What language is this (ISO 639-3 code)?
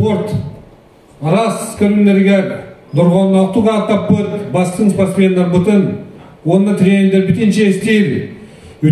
sah